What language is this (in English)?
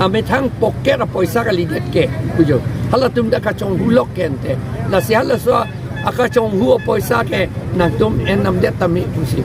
Karbi